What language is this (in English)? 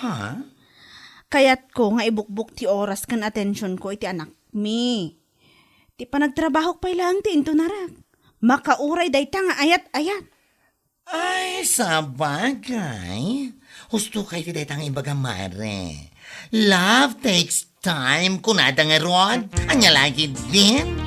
Iloko